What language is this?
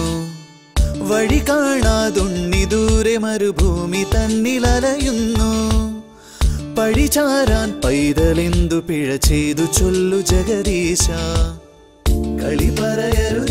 Malayalam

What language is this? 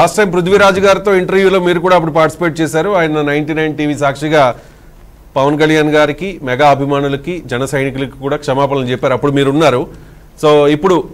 Telugu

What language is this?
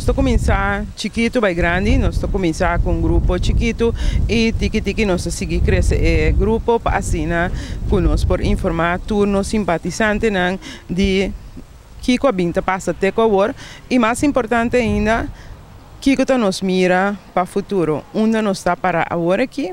Papiamento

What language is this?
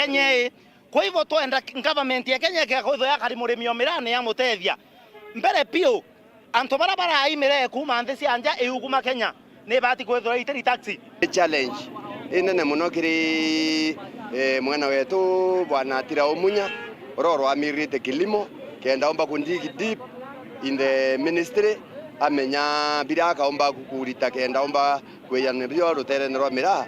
Meru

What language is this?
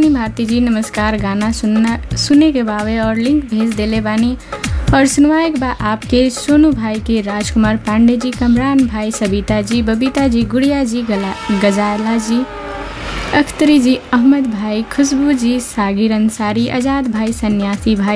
Bhojpuri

